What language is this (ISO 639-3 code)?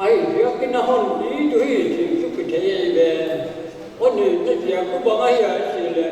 pck